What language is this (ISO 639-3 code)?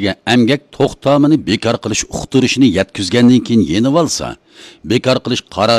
uig